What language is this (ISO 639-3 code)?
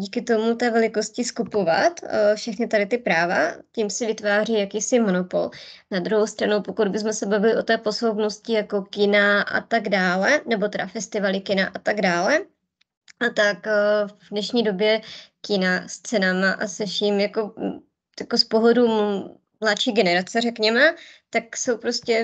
ces